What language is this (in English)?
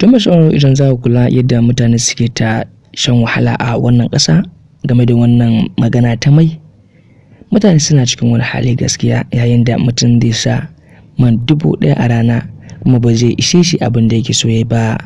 Hausa